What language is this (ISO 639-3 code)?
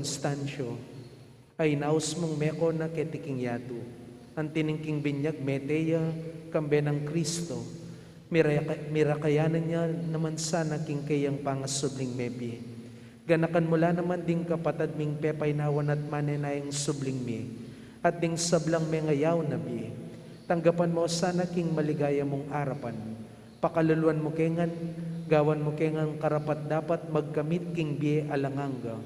pam